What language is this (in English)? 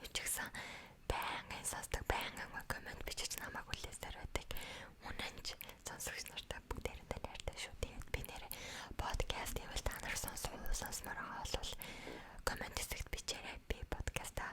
Mongolian